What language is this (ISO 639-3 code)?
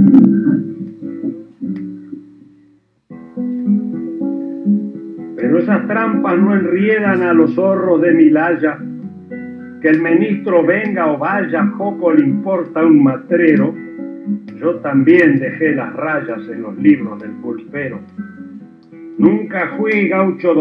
spa